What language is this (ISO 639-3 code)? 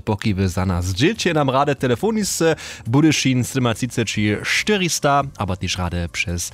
hsb